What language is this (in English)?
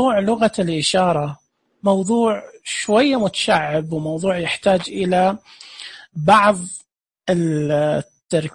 Najdi Arabic